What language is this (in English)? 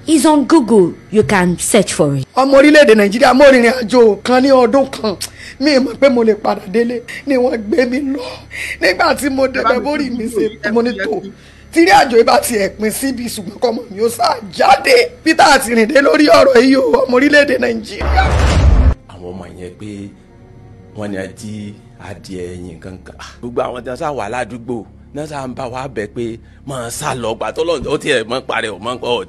Yoruba